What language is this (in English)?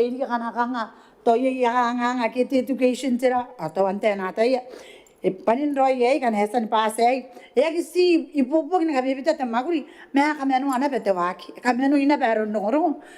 Gilbertese